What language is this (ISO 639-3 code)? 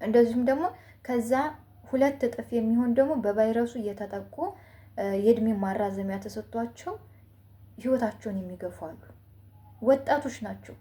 amh